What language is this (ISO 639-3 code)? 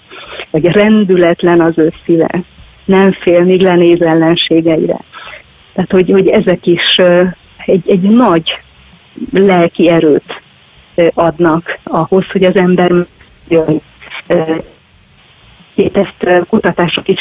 hun